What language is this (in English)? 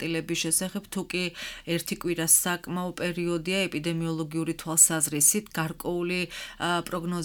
Georgian